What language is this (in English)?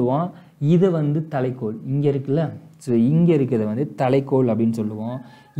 Tamil